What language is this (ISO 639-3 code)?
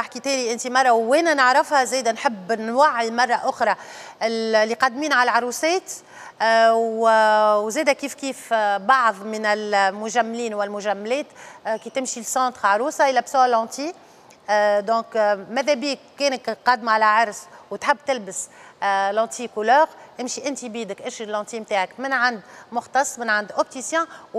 aeb